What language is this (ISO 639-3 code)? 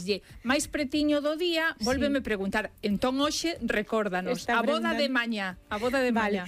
glg